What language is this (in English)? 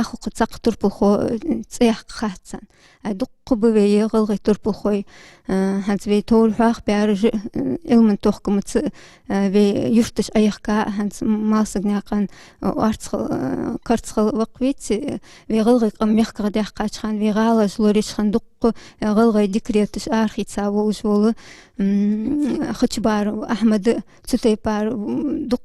Ingush